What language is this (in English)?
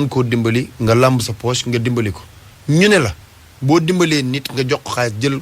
Wolof